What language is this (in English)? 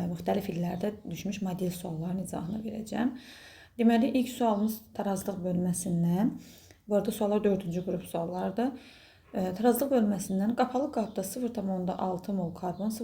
Azerbaijani